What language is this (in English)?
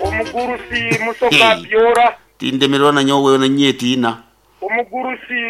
Nyankole